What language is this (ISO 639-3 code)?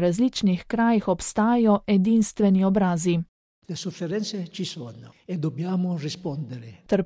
slv